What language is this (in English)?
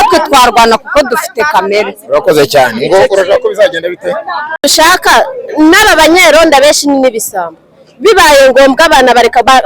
Kinyarwanda